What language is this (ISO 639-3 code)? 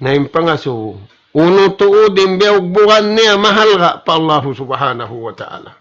tsg